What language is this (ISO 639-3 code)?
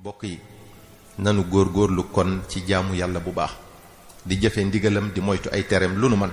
wol